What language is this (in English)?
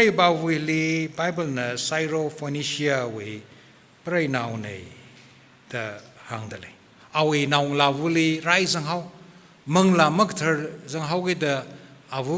Tangkhul Naga (India)